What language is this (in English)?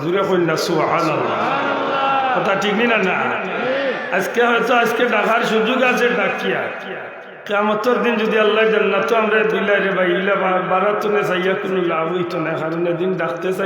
Sylheti